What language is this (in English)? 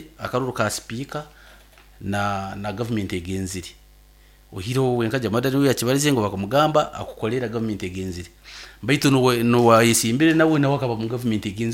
Nyankole